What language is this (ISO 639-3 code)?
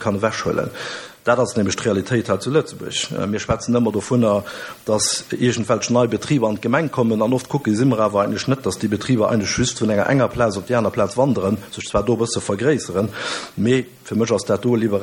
ltz